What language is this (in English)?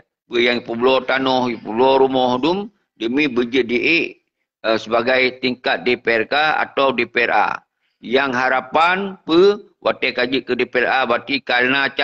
Achinese